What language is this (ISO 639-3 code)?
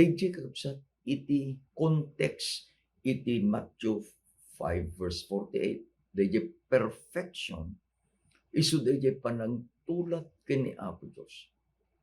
ilo